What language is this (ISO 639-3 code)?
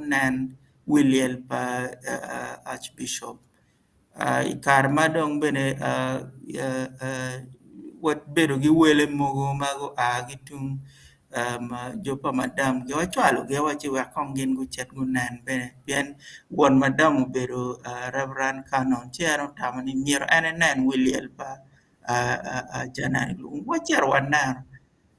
ach